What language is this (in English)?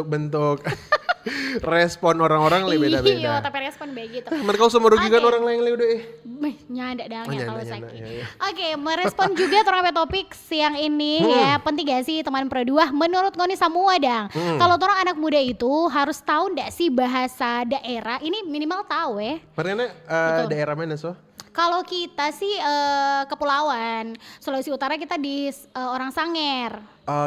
Manado Malay